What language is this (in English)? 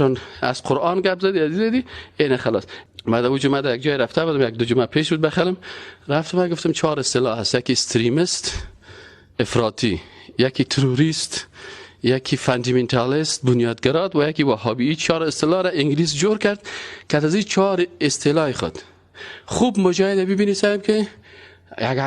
Persian